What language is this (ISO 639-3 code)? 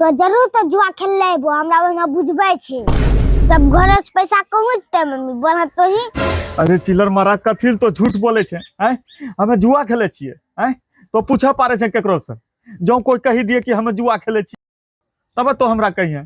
anp